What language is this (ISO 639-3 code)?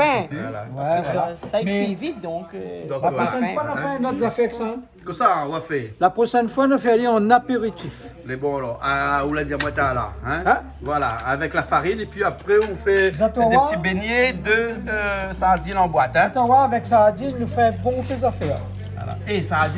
rcf